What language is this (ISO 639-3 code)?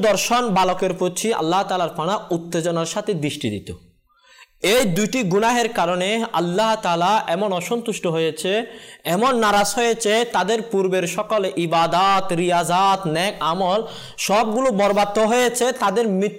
ben